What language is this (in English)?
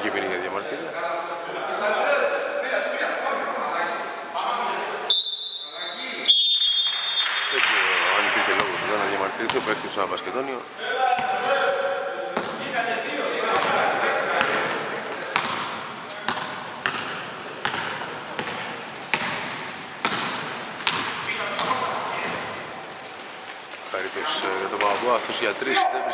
Greek